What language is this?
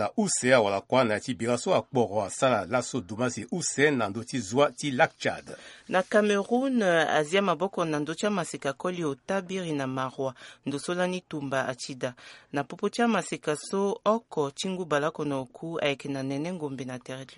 Sango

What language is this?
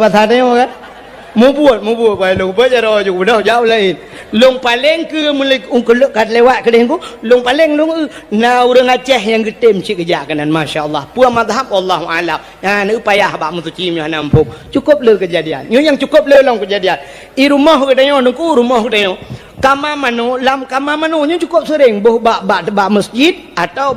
Achinese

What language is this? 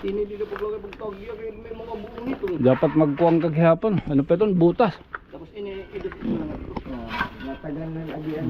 Waray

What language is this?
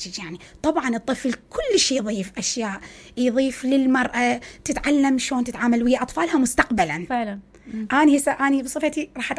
Mesopotamian Arabic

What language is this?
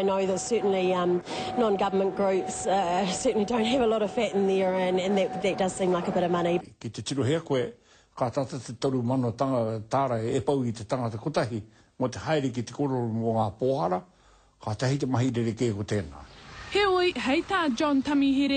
Māori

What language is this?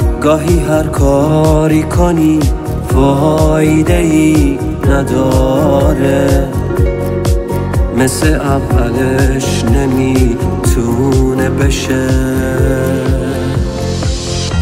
Persian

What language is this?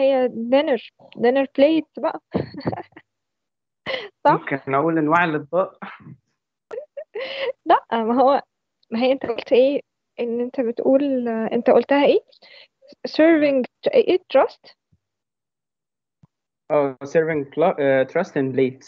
Egyptian Arabic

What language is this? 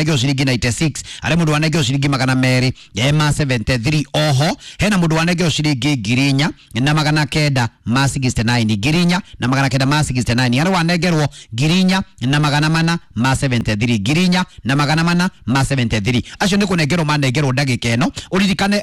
Kikuyu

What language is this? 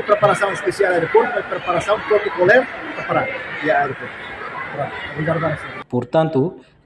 Tetum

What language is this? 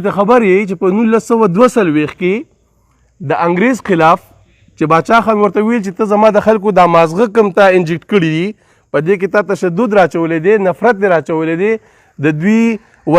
Pashto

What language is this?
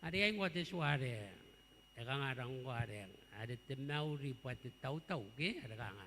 Gilbertese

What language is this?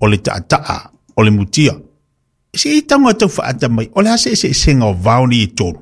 Samoan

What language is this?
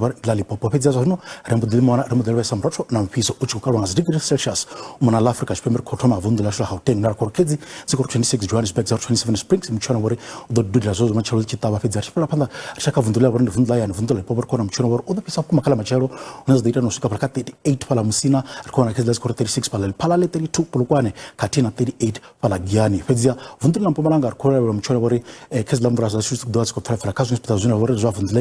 Venda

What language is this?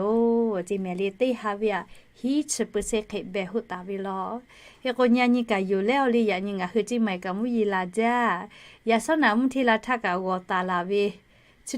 Lahu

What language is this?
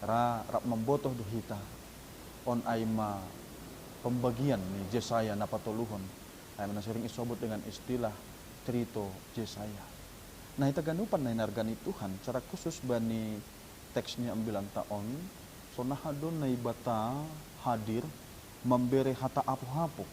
Batak Simalungun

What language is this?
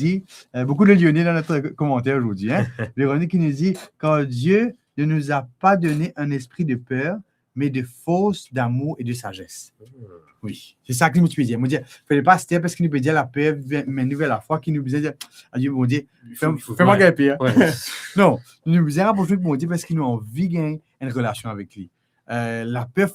Morisyen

